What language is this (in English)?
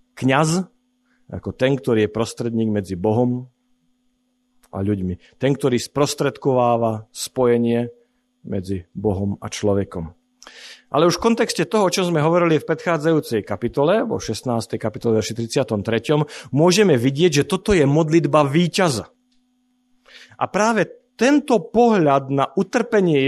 Slovak